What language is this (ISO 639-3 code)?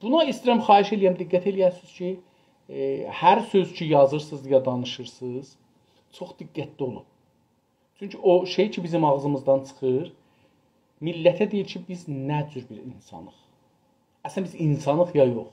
azb